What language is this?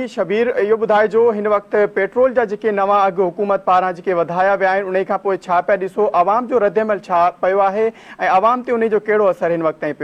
Sindhi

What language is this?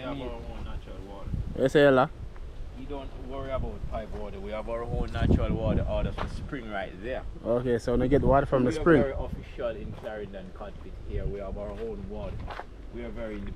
Jamaican Creole English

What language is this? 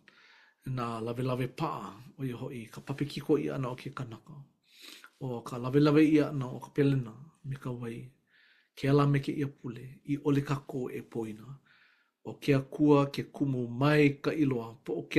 Hawaiian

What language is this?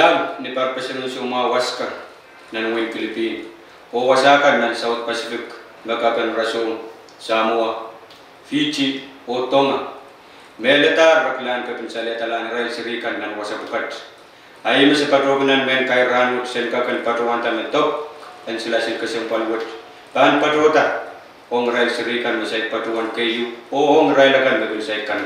Pohnpeian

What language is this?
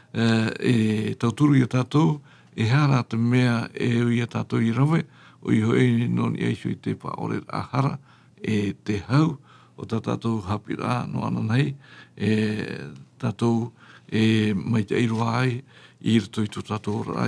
Tahitian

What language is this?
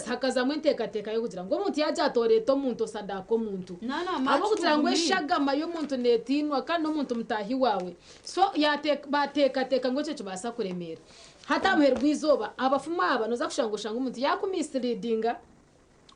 Nyankole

